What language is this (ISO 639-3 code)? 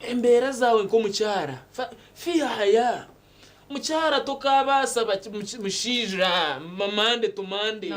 nyn